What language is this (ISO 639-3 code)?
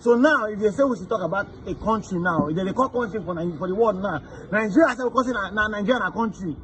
pcm